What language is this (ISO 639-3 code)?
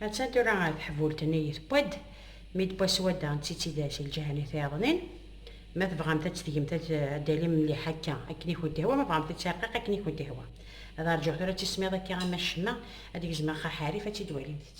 kab